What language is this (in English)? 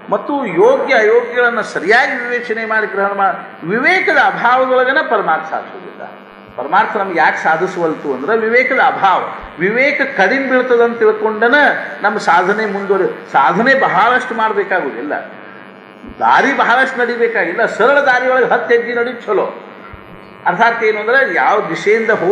Kannada